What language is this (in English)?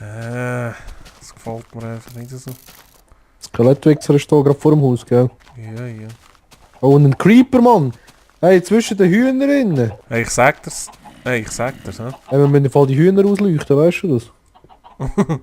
Swiss German